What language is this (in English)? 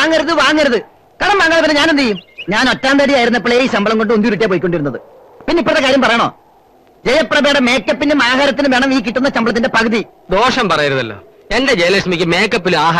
Malayalam